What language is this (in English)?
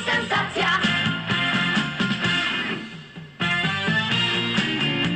Polish